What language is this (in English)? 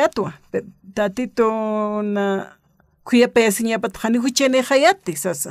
Aymara